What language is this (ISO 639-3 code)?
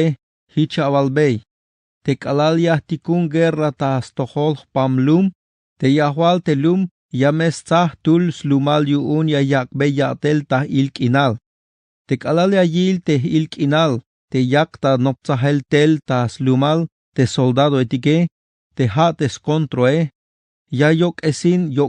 tzh